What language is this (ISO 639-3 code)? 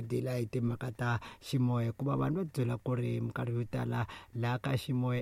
tso